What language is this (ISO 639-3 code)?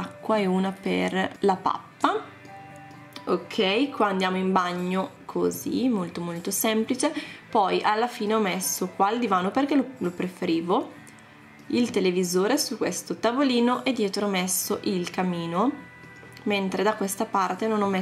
ita